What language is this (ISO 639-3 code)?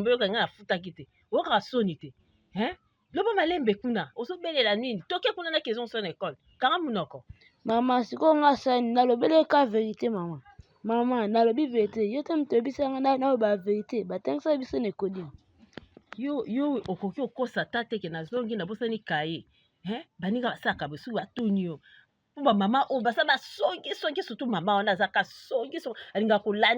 lin